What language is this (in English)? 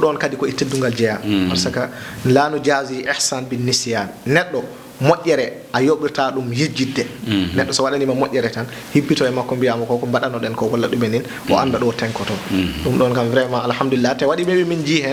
Fula